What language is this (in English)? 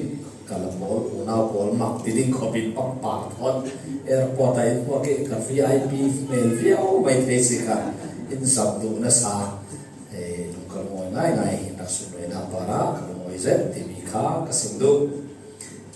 Falam Chin